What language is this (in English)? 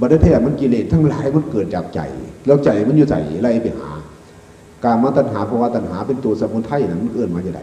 Northeastern Thai